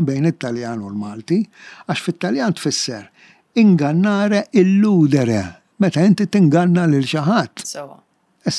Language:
Maltese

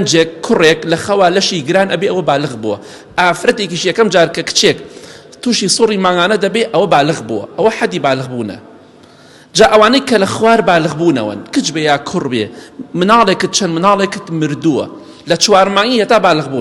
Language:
Central Kurdish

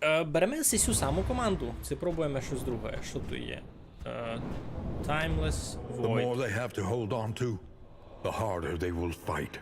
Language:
Rusyn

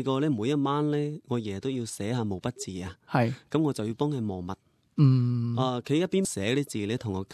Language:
Cantonese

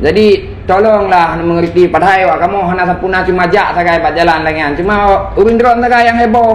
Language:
Achinese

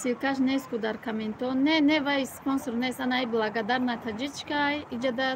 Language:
Tajik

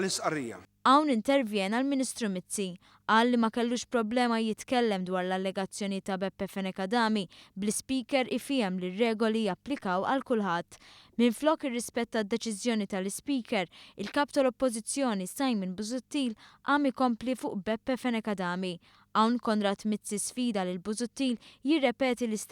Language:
Maltese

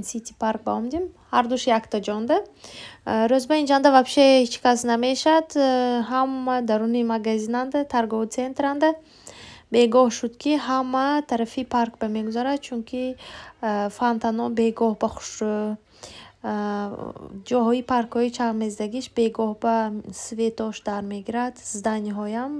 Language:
Tajik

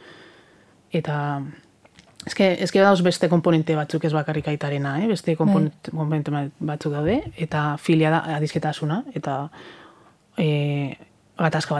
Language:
Basque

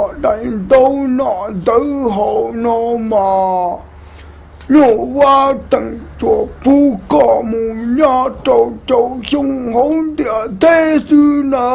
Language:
Hmong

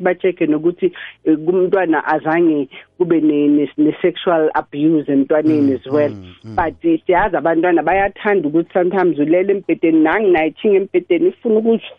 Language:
South Ndebele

